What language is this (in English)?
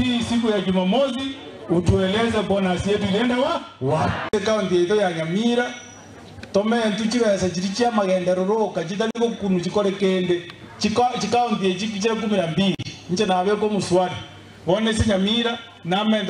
Gusii